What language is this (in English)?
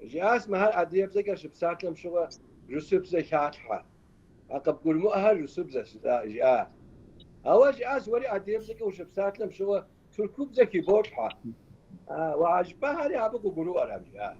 Kabardian